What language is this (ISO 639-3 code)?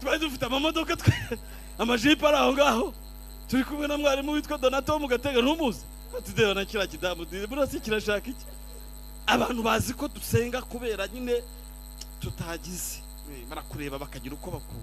kin